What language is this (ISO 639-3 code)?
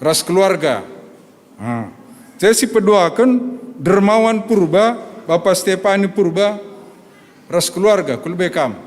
btx